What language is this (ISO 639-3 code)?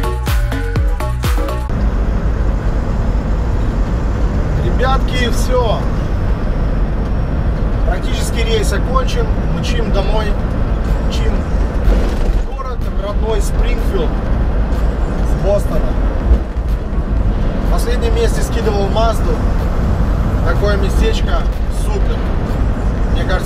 rus